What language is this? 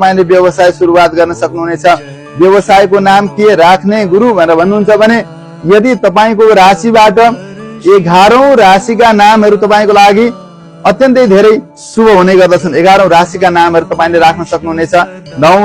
Nepali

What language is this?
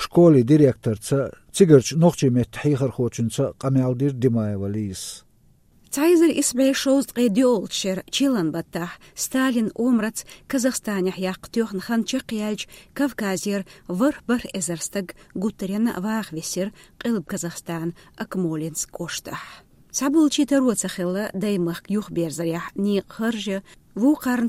Chechen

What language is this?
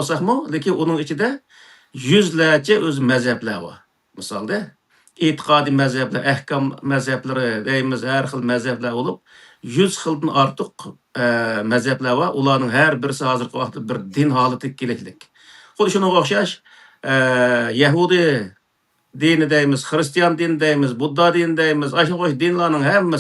Uyghur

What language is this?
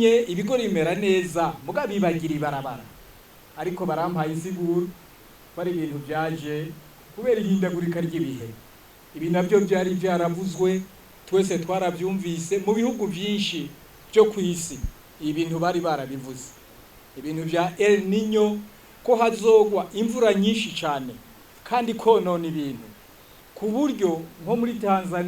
Rundi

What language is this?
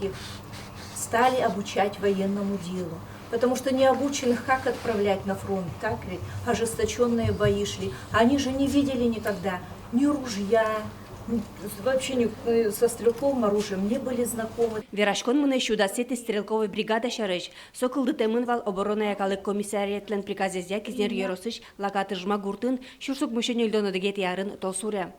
Udmurt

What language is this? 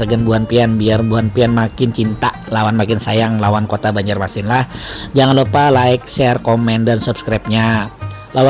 Banjar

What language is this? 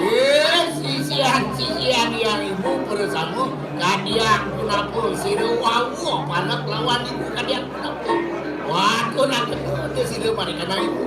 Balinese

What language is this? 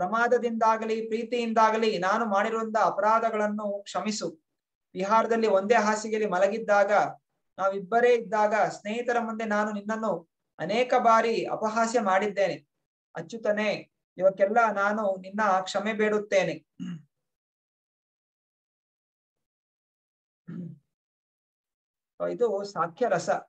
Kannada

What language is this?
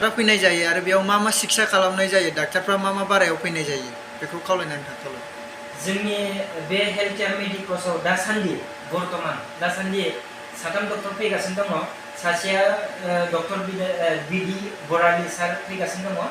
Bodo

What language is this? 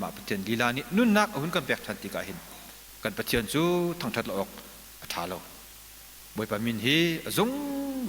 Hakha Chin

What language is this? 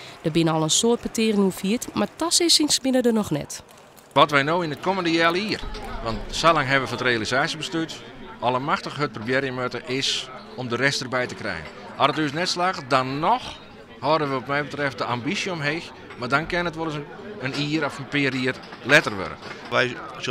Western Frisian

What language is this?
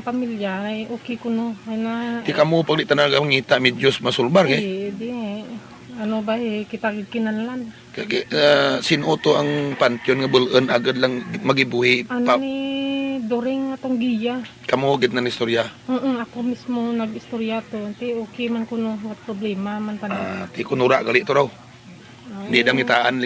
Hiligaynon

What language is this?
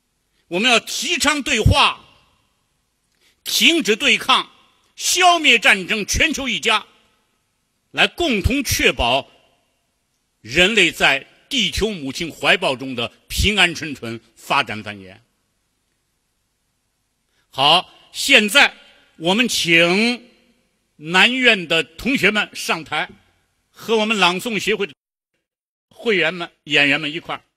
Chinese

